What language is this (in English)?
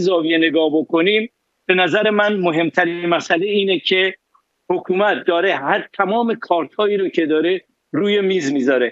Persian